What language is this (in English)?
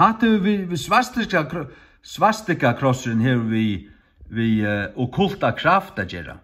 Faroese